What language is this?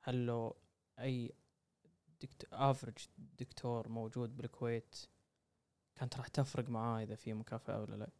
Gulf Arabic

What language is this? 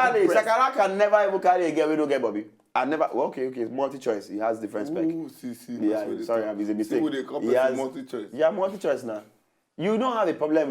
Nigerian Pidgin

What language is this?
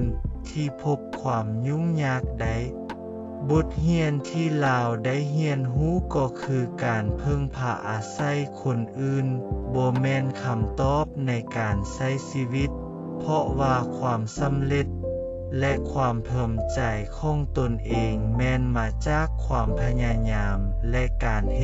Lao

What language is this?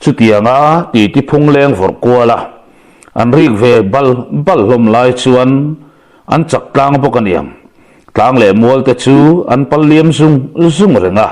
Mizo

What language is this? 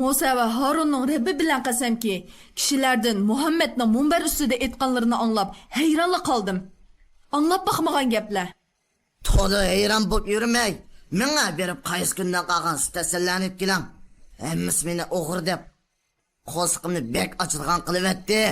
Uyghur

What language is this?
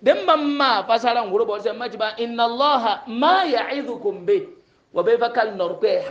Hausa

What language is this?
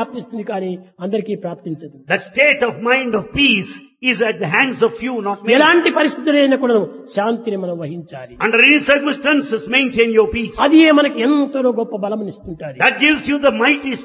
Telugu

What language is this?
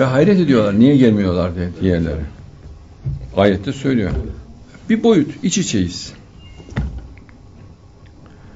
Turkish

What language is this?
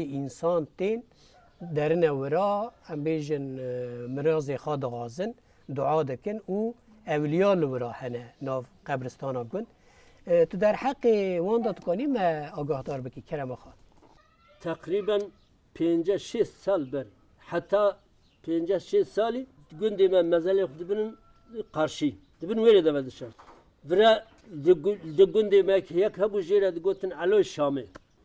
Kurdish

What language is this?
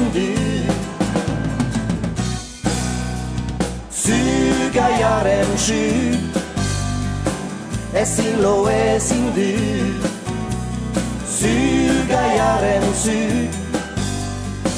Basque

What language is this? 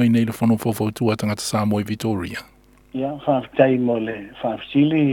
Samoan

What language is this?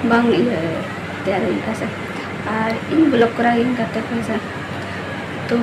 Santali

